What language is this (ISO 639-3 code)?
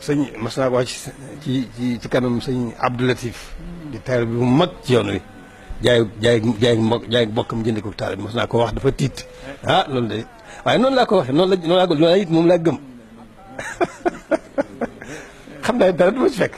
wol